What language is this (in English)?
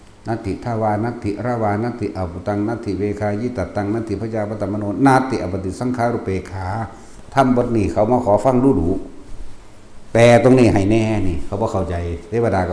Northeastern Thai